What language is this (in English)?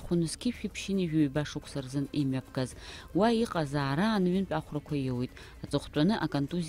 Abkhazian